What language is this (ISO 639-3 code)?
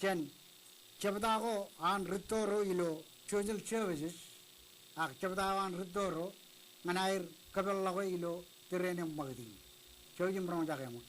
mah